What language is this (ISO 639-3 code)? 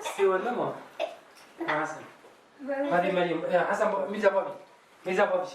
kur